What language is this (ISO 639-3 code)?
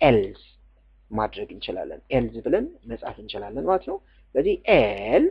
amh